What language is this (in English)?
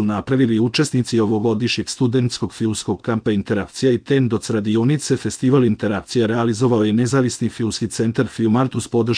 Serbian